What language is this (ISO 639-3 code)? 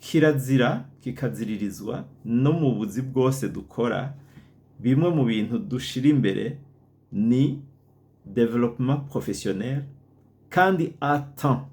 run